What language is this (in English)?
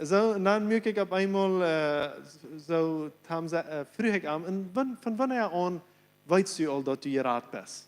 Plautdietsch